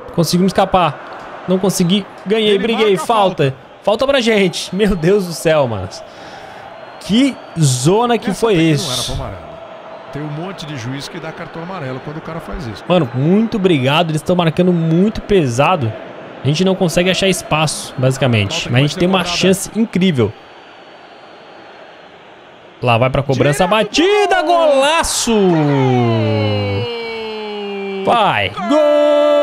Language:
Portuguese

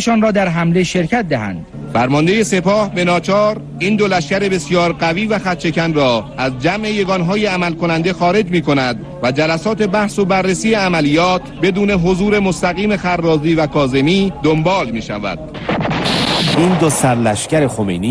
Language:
Persian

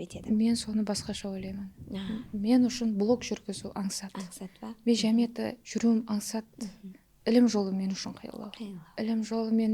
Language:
Kara-Kalpak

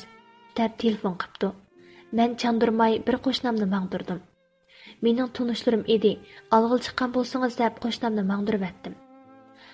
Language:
Uyghur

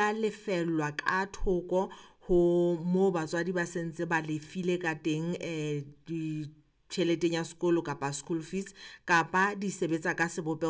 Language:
Southern Sotho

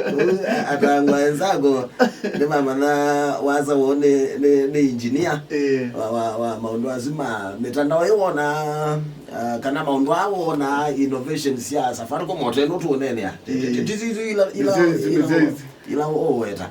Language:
Kamba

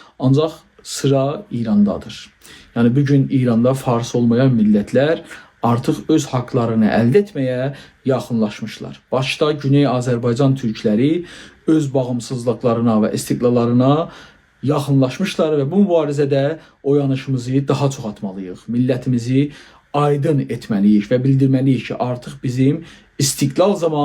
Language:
South Azerbaijani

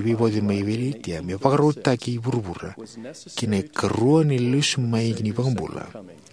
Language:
Fijian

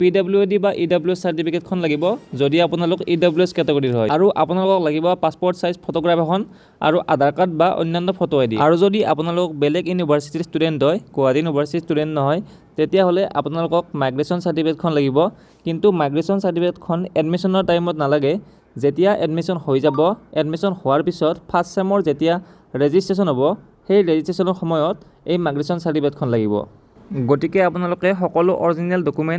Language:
Assamese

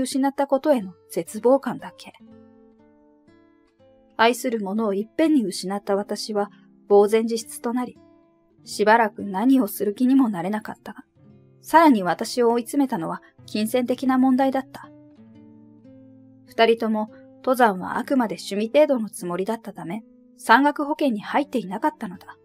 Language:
Japanese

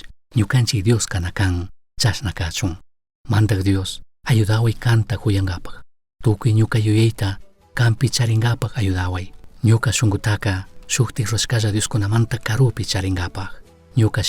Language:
Chimborazo Highland Quichua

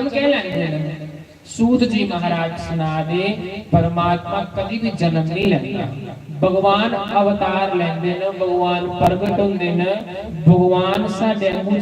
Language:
Dogri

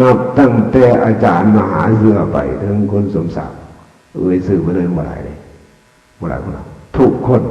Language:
Northeastern Thai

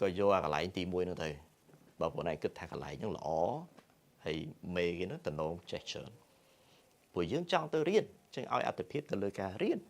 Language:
Khmer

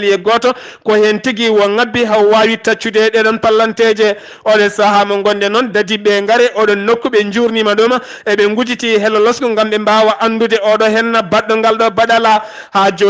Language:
Fula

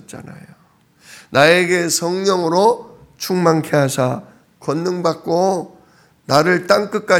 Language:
Korean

